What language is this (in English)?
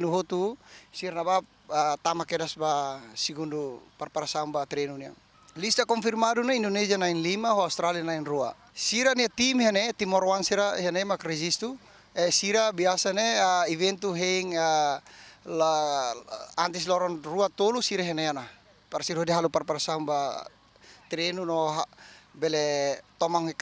Tetum